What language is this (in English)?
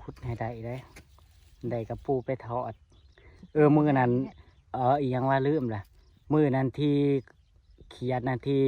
Northeastern Thai